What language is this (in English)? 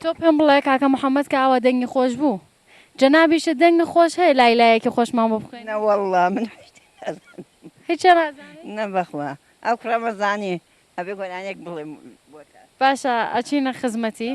Central Kurdish